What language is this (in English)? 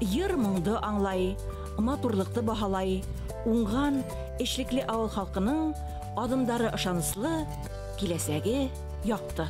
Bashkir